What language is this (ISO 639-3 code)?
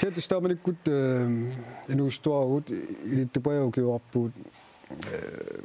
kal